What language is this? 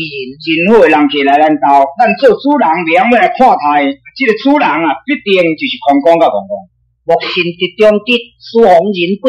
Min Nan Chinese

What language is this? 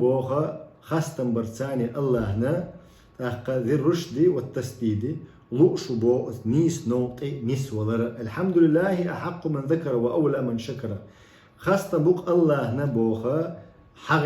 Chechen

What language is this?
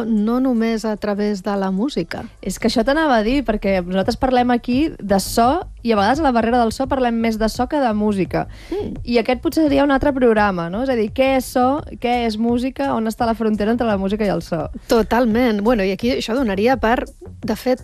Catalan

